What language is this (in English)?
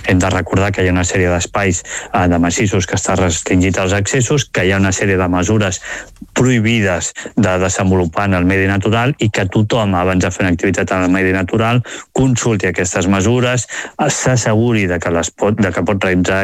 Catalan